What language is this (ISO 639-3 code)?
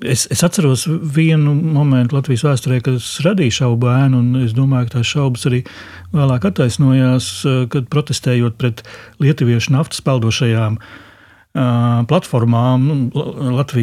lav